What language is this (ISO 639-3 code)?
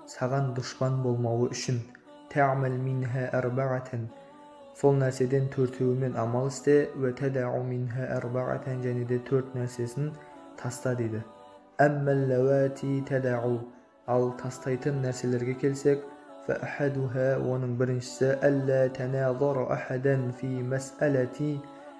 kaz